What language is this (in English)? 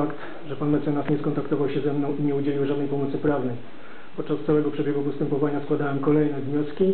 Polish